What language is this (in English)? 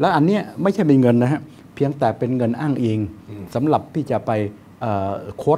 Thai